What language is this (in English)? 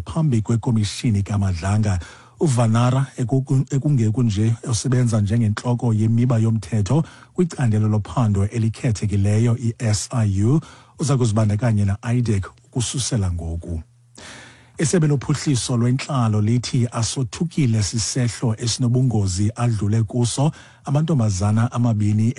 Xhosa